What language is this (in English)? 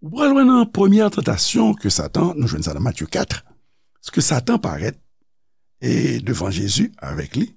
Haitian Creole